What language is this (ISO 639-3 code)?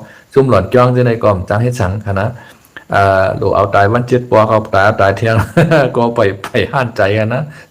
shn